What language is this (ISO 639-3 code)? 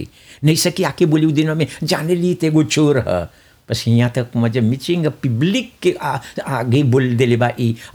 bho